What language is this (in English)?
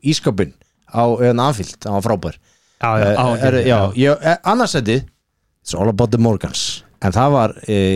Icelandic